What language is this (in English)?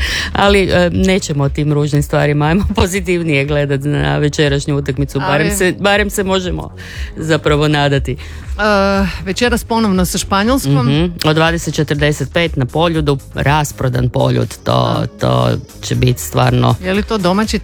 Croatian